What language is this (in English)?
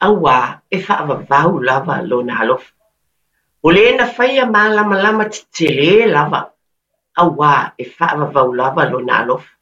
Samoan